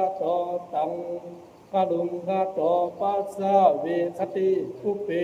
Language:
Pali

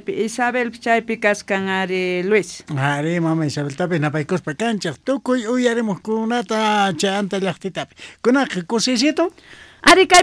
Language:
South Bolivian Quechua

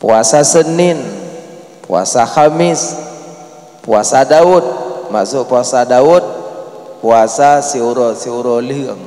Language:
Achinese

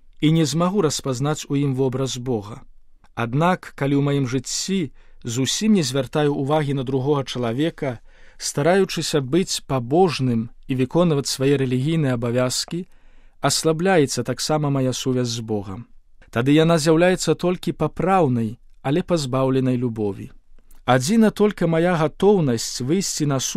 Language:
Belarusian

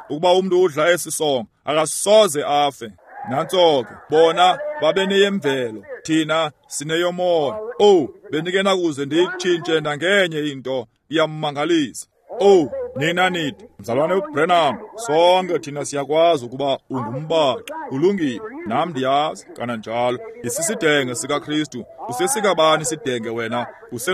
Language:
Xhosa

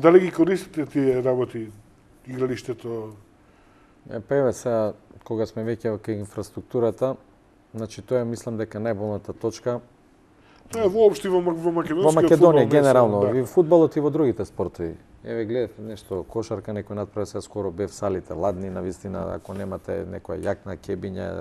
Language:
Macedonian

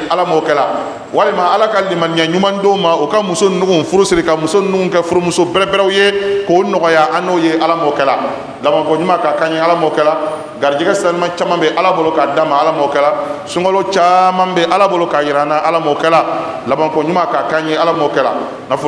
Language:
Bambara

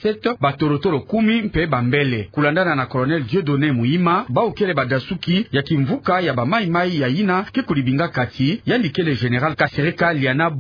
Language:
Kituba (Democratic Republic of Congo)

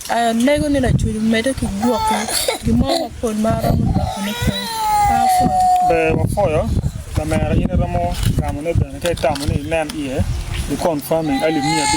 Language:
Acoli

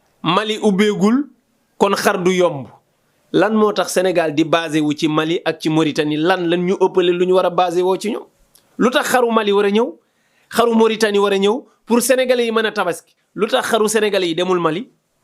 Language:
Wolof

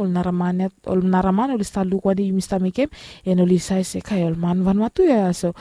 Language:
Bislama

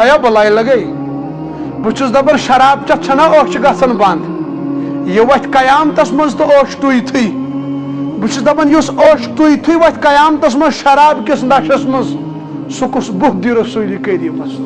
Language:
Kashmiri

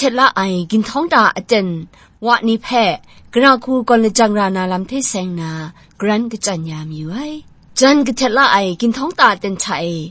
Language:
Kachin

